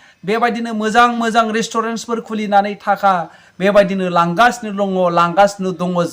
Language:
Bodo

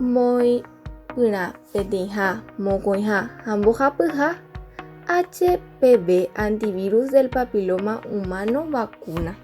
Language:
Guarani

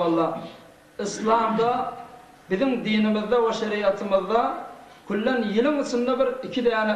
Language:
Turkmen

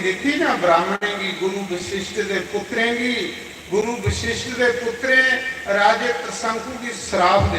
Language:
Dogri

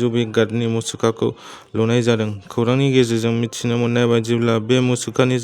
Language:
Bodo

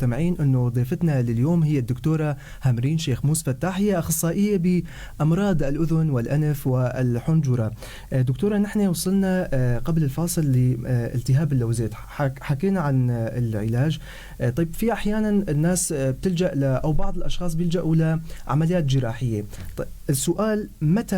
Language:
North Levantine Arabic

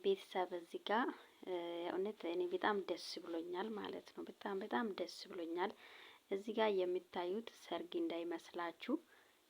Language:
Amharic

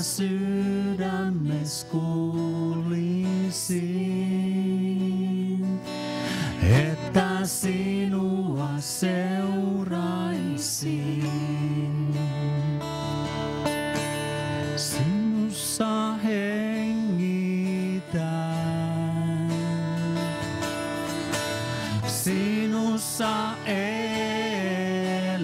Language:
Finnish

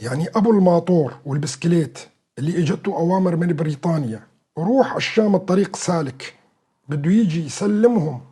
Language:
North Levantine Arabic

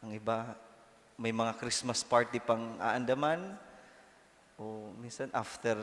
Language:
Bikol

